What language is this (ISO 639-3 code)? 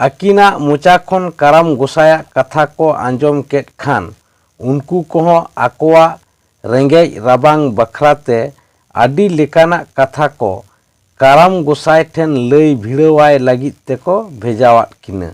sat